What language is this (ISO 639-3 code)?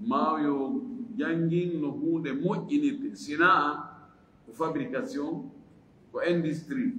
ful